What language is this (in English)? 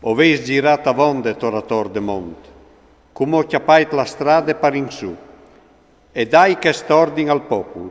Friulian